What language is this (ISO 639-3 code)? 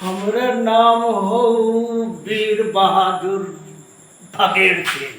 mag